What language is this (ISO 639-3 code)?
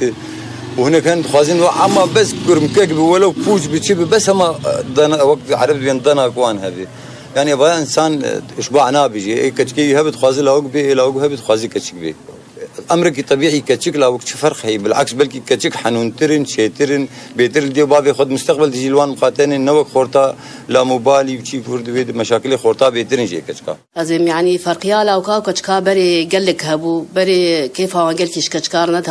kur